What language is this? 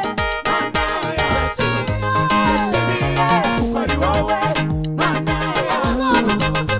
Kinyarwanda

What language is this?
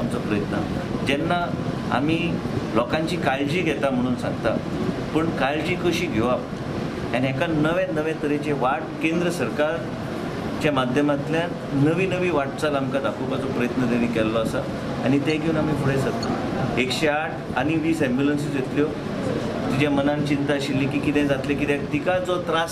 Konkani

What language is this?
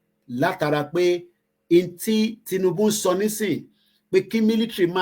Yoruba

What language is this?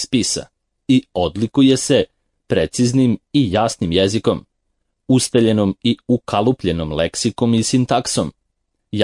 Serbian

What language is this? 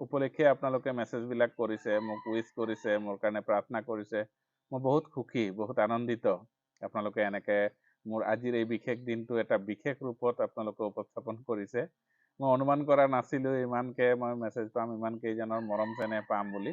Assamese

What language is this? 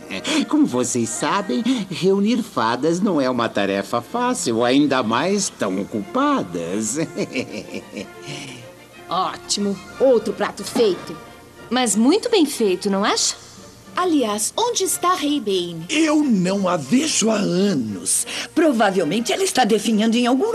Portuguese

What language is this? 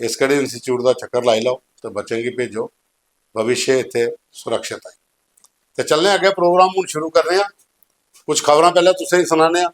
Dogri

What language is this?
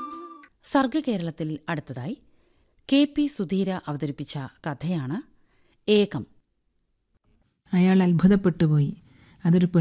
Malayalam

